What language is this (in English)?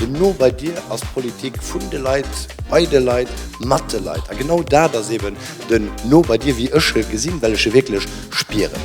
Luxembourgish